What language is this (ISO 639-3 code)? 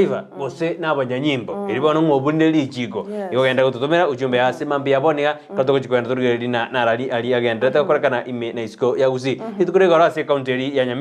guz